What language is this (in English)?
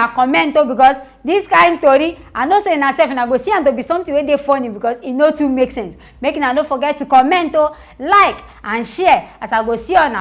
Nigerian Pidgin